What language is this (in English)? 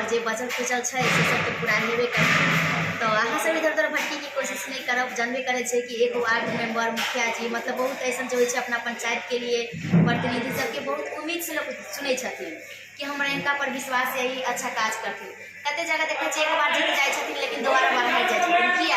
Maithili